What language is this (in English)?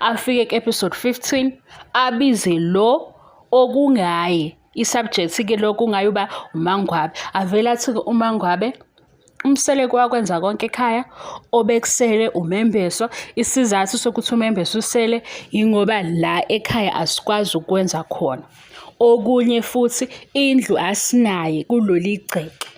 Zulu